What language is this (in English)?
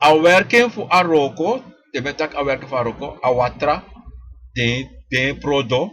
Sranan Tongo